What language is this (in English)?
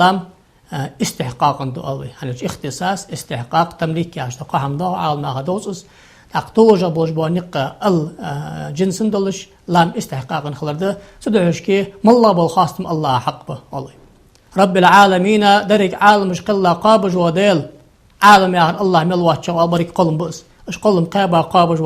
Ingush